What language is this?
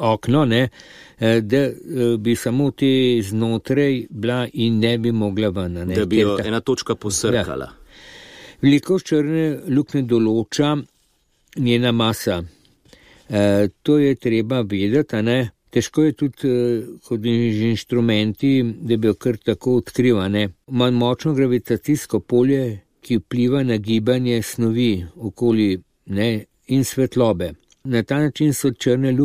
Slovenian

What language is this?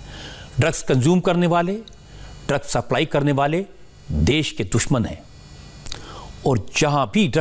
Hindi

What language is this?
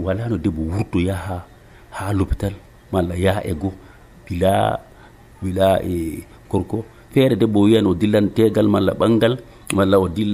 Nigerian Fulfulde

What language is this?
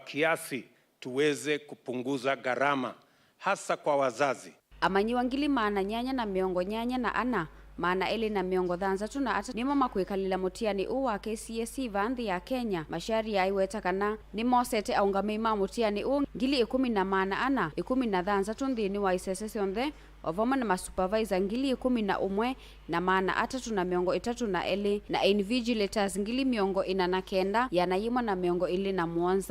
Kamba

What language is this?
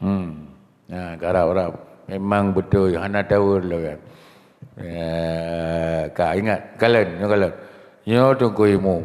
Achinese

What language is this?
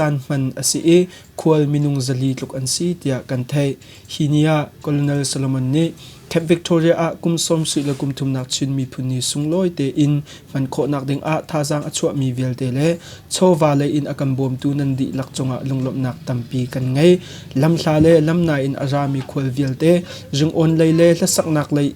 Hakha Chin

